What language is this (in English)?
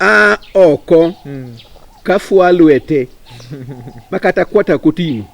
Luo (Kenya and Tanzania)